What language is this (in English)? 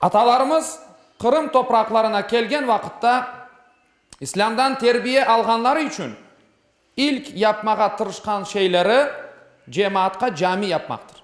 Crimean Tatar